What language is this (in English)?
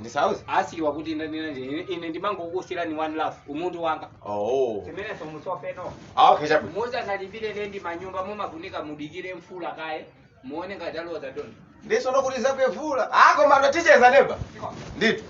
Nyanja